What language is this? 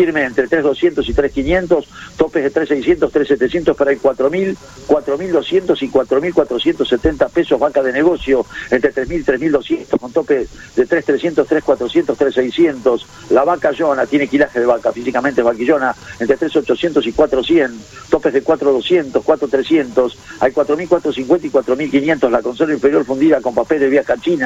Spanish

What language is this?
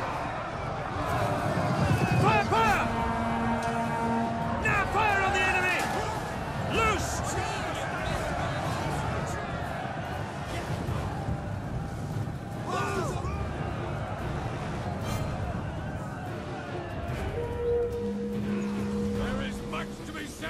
English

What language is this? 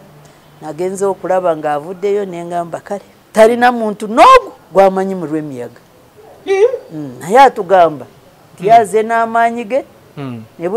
Ganda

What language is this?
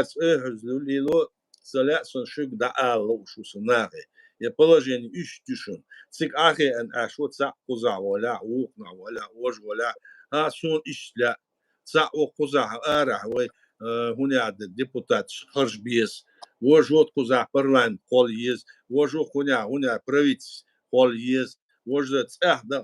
Chechen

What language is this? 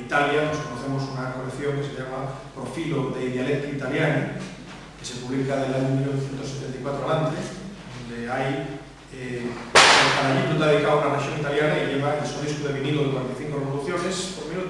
Asturian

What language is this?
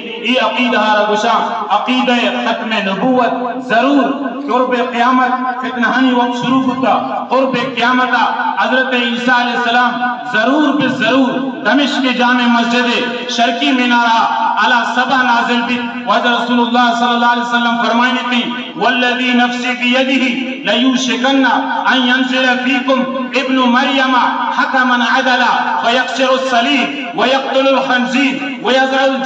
Baluchi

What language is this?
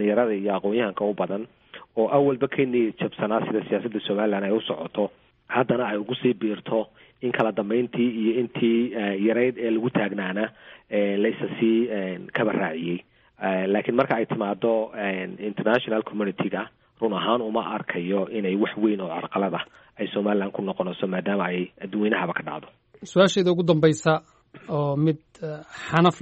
Somali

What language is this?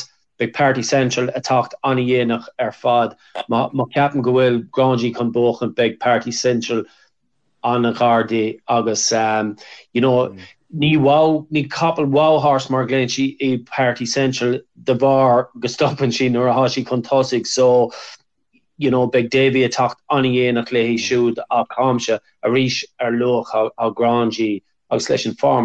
Irish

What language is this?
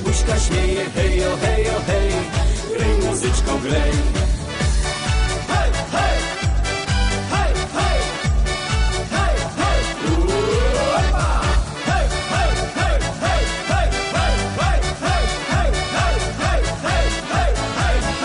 Polish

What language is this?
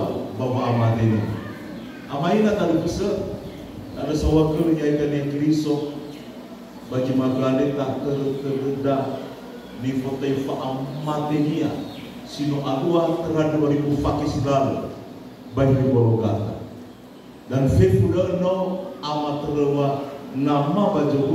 Nias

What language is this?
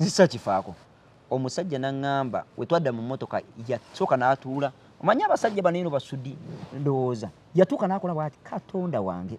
Ganda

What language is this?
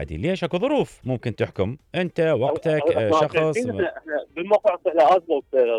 Mesopotamian Arabic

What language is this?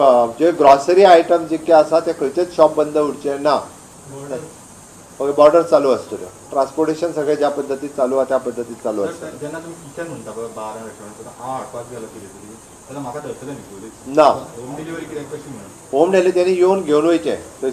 Konkani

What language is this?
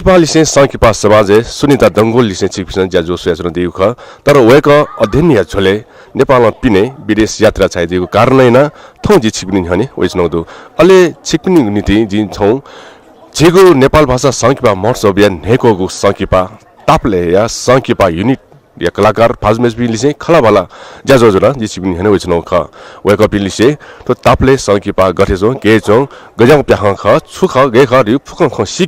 Newari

